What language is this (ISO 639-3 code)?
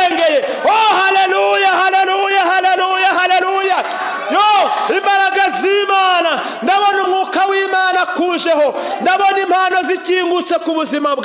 kin